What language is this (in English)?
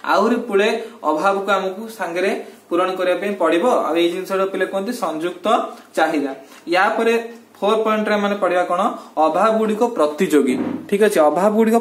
Odia